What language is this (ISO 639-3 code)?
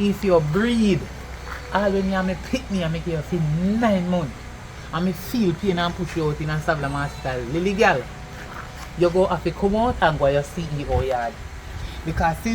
jam